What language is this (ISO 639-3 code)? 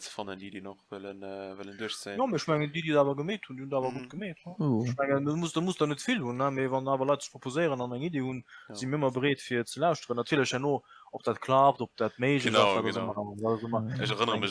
ltz